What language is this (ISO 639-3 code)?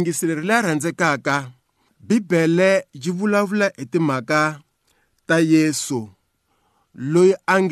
tso